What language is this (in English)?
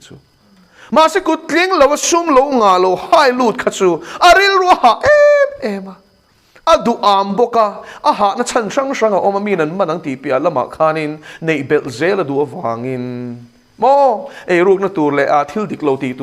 Mizo